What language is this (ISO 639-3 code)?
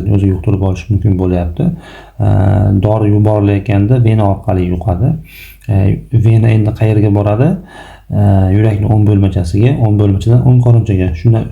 uzb